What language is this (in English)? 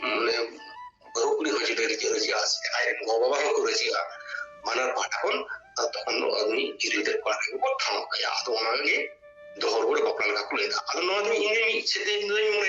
Santali